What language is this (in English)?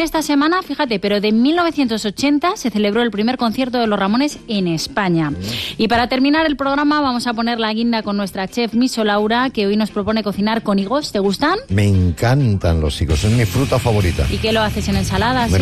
Spanish